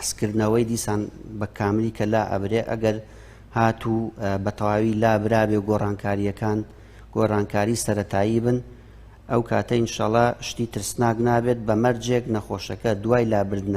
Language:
Central Kurdish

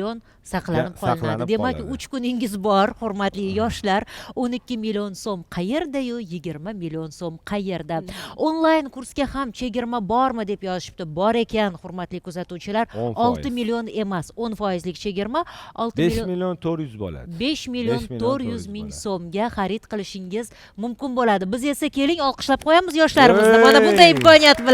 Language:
Uzbek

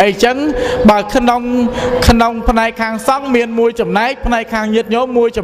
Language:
Khmer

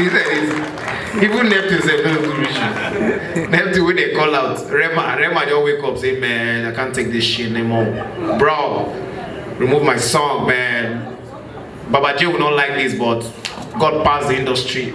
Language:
Nigerian Pidgin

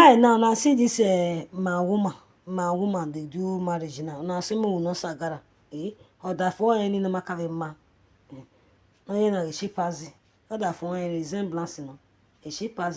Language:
Nigerian Pidgin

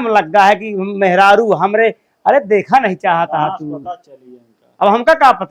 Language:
Awadhi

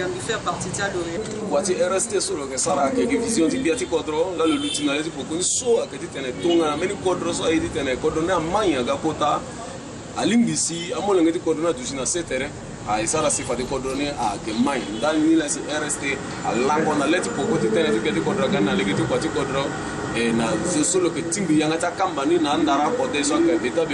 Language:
Sango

